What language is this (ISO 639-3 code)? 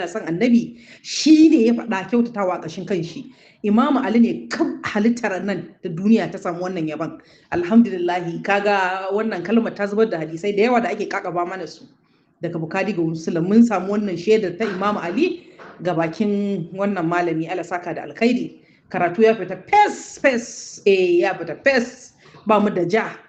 hau